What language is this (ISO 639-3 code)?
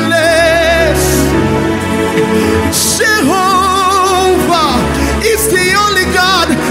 kin